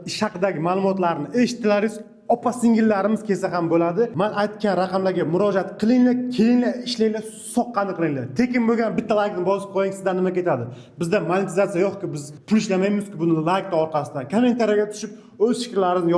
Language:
Uzbek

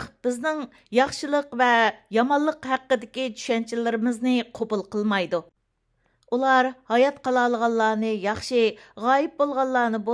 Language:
Uyghur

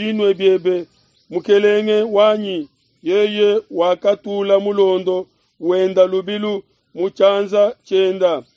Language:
Luba-Lulua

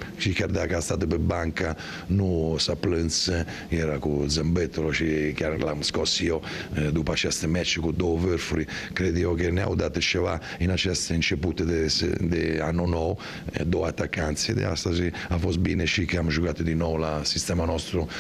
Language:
Romanian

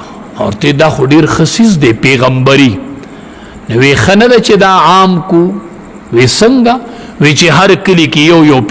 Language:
Pashto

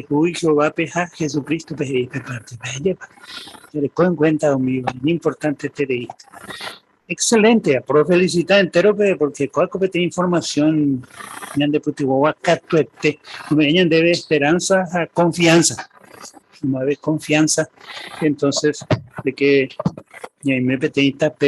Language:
Guarani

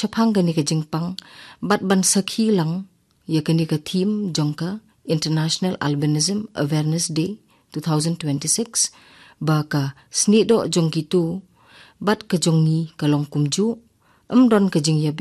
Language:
Khasi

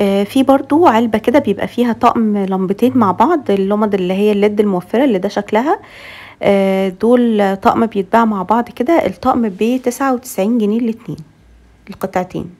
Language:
Egyptian Arabic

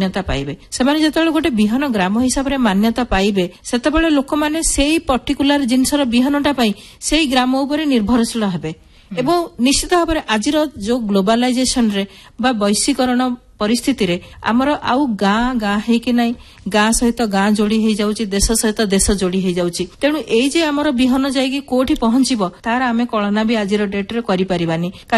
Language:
Odia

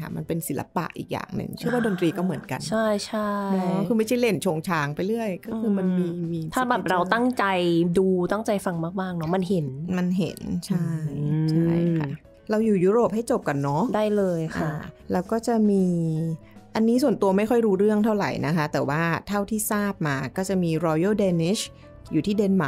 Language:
Thai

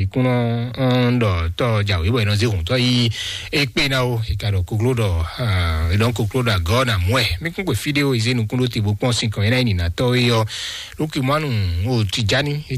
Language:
Fon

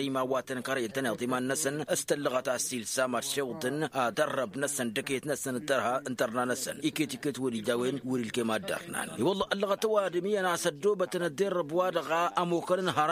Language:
Tamasheq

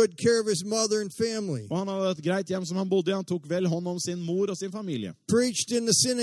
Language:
Norwegian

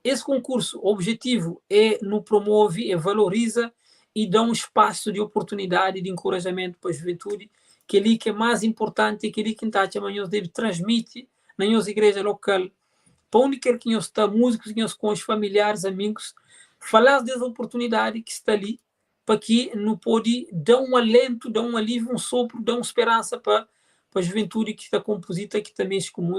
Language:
Kabuverdianu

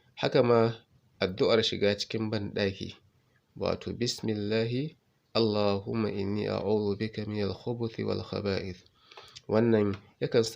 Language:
Hausa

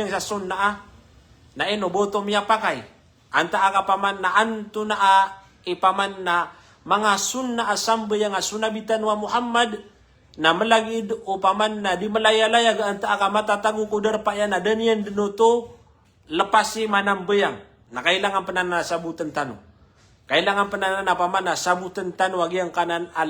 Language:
Maranao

